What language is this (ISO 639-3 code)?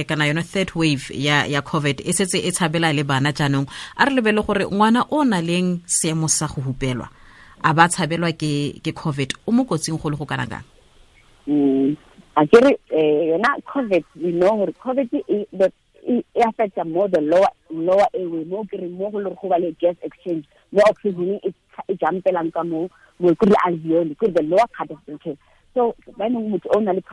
tsn